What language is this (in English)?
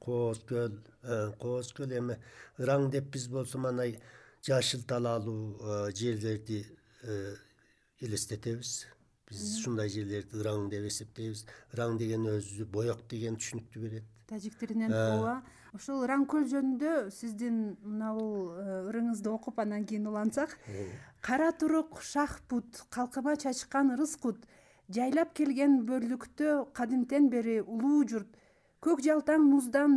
Kyrgyz